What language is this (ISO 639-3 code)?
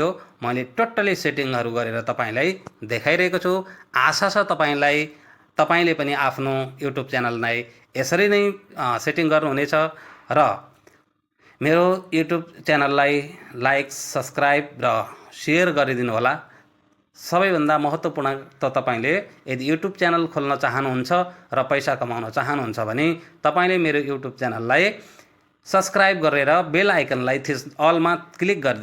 nep